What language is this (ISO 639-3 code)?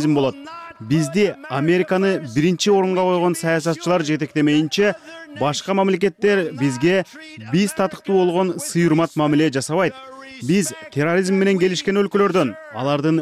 kir